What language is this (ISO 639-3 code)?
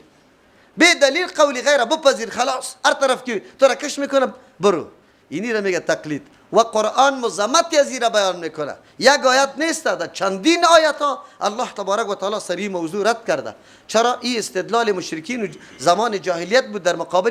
fas